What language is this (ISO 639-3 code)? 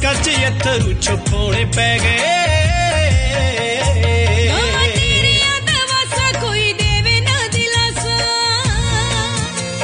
pan